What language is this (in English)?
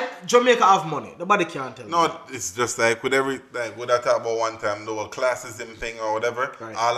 Jamaican Creole English